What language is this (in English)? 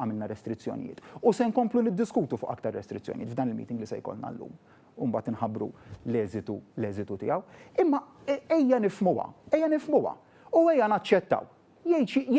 Maltese